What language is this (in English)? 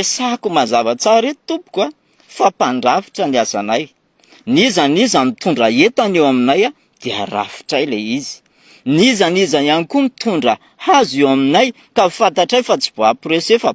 Malagasy